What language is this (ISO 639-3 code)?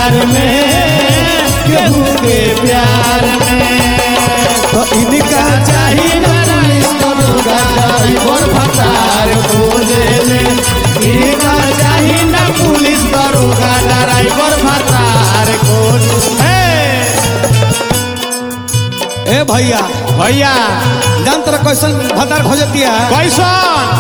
bho